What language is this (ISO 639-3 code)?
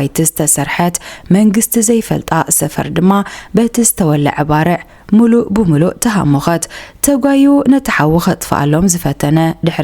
tir